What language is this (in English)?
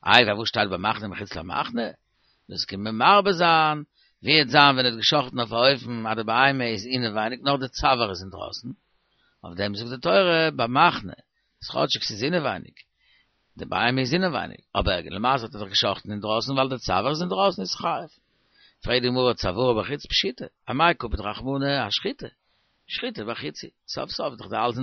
Yiddish